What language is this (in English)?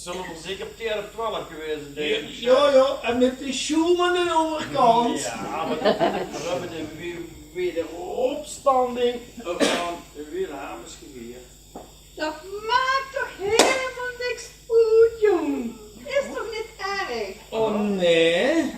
Limburgish